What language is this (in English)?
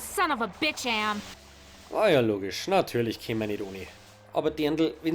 Bavarian